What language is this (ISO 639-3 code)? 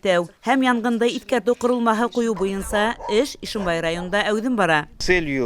bak